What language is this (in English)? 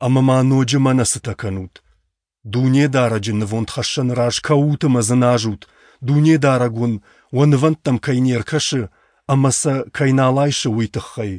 Ossetic